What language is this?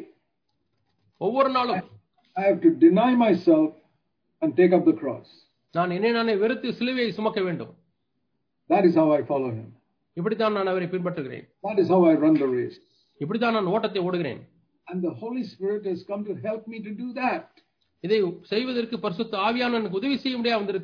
Tamil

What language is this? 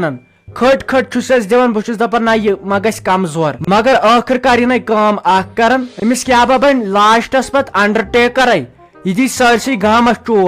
Kashmiri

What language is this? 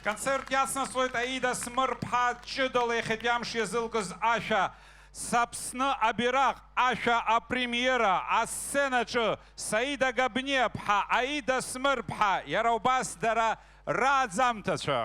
Abkhazian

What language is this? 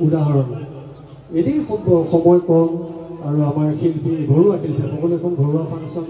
Assamese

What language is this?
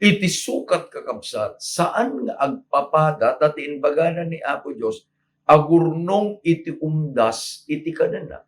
Iloko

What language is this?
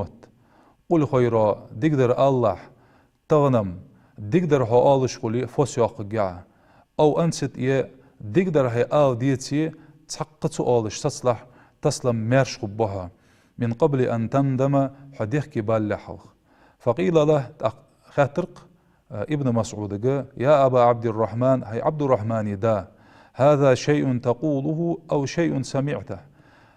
Ingush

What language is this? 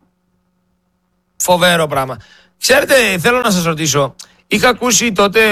Greek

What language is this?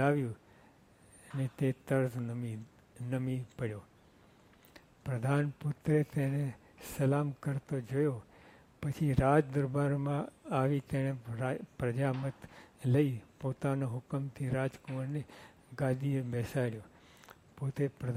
Gujarati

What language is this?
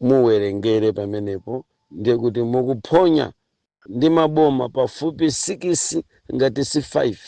Nyanja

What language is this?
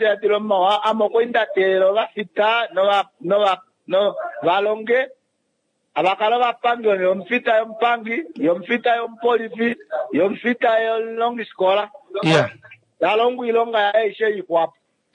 Kuanyama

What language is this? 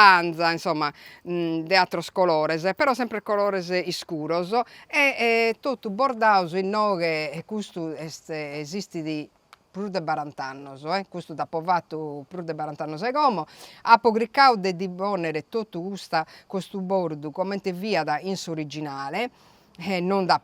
Sardinian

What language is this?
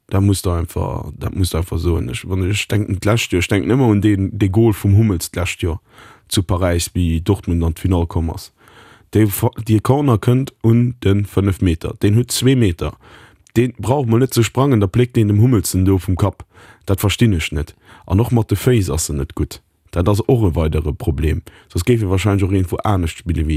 Luxembourgish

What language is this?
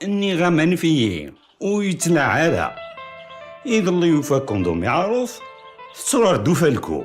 Kabyle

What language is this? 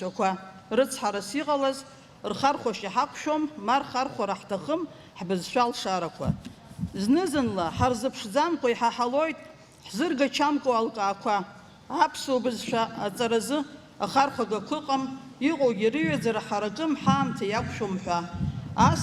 Abkhazian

